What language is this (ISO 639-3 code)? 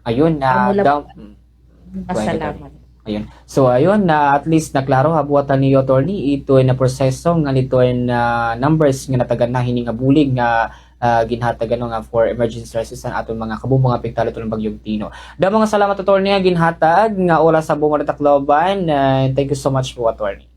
war